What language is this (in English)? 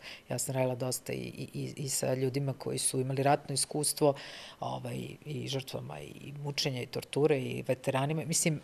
Serbian